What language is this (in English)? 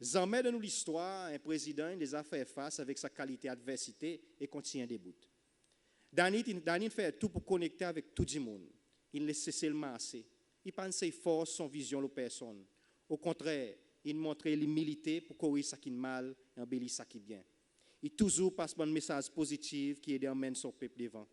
Seselwa Creole French